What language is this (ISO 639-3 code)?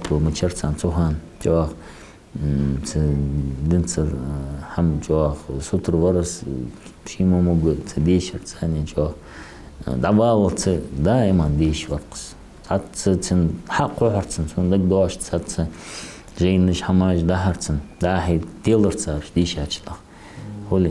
inh